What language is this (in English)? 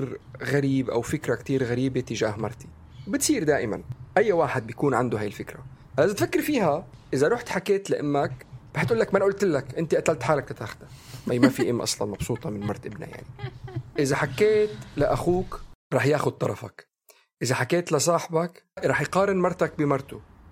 North Levantine Arabic